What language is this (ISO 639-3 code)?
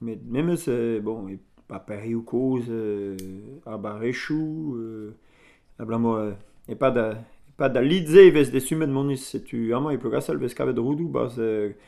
bre